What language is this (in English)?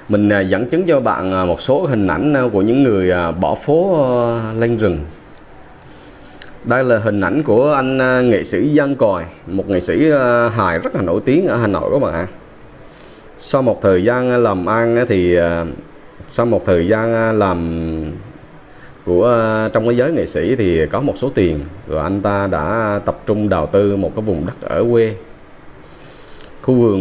Vietnamese